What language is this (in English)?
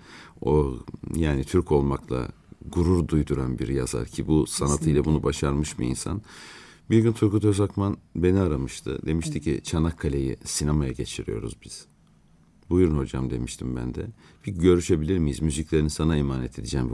Turkish